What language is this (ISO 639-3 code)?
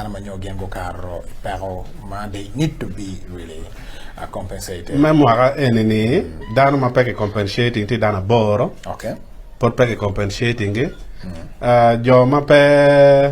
ach